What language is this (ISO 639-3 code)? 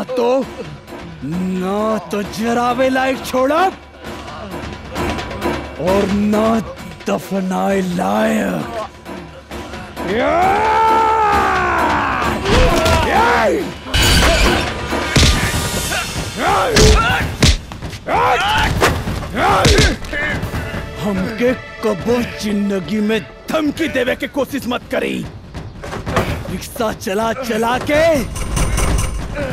bho